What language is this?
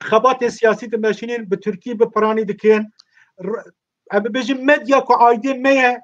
Kurdish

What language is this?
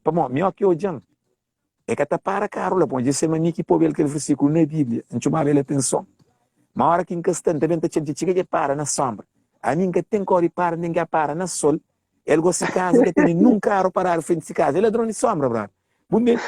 Kabuverdianu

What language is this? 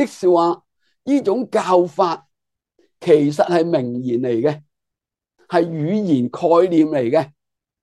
Cantonese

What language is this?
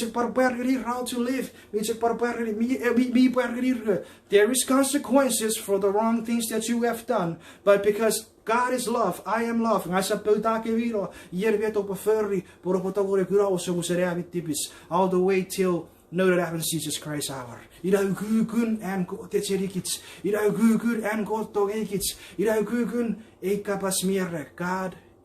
Chuukese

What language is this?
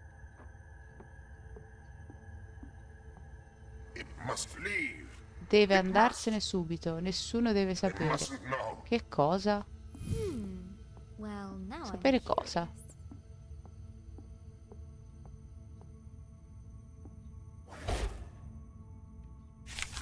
Italian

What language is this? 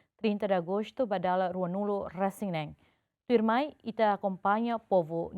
Tetum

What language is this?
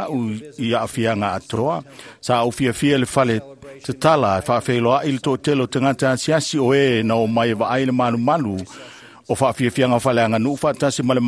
Samoan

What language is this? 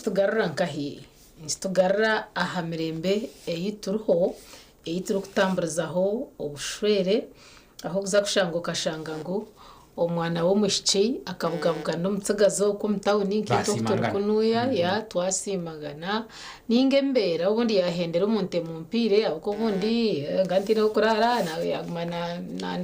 Nyankole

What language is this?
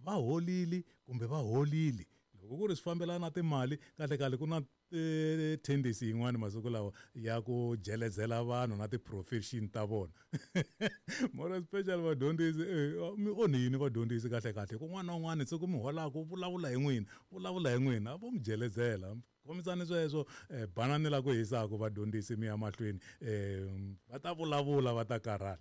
Tsonga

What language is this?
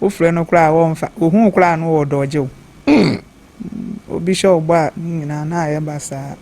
Akan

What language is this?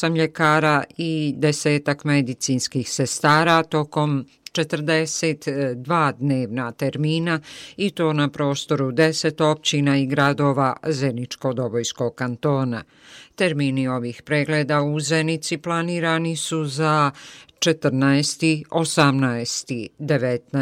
Bosnian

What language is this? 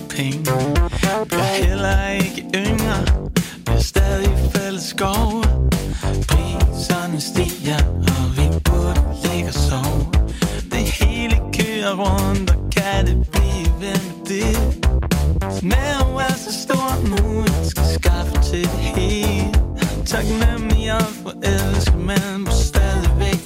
Danish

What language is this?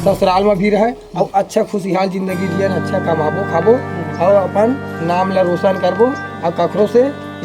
Chhattisgarhi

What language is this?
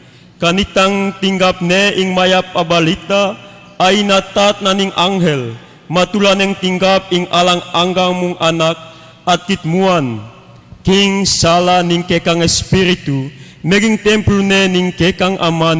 Pampanga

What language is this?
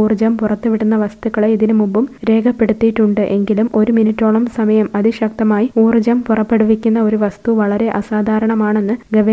Malayalam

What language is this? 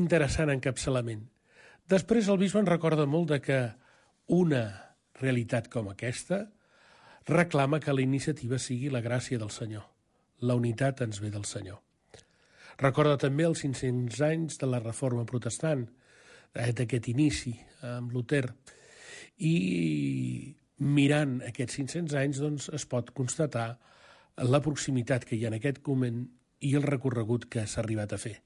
Catalan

